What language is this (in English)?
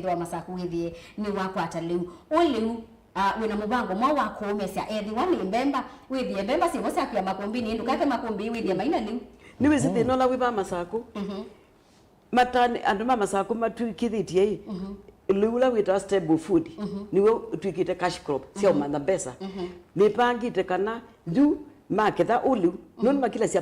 Kamba